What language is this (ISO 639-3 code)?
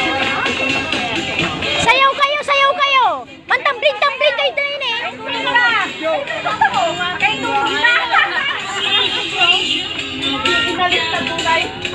fil